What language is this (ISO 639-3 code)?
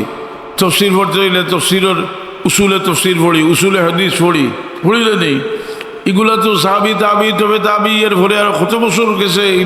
syl